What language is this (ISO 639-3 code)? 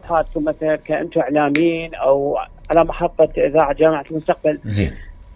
acm